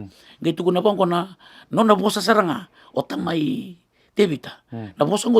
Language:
Fijian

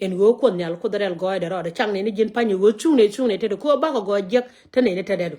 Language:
Nuer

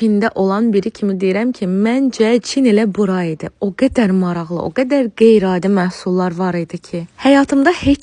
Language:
Azerbaijani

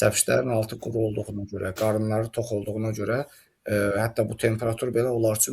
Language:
Azerbaijani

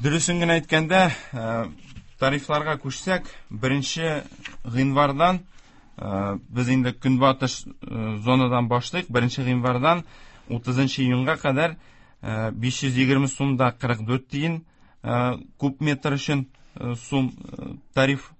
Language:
Tatar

